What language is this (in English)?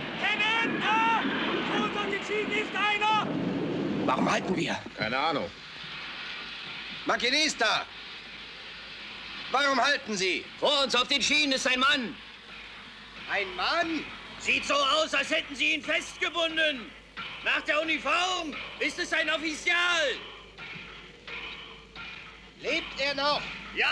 German